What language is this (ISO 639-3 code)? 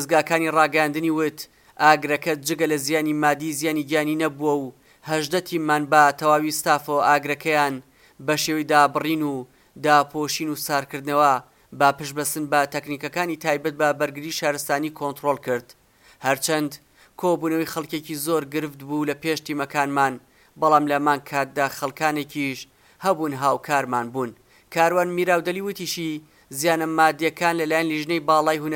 ckb